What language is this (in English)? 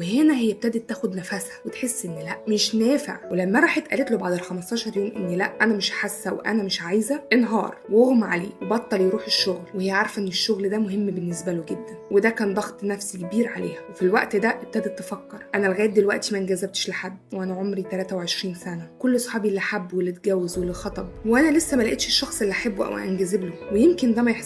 Egyptian Arabic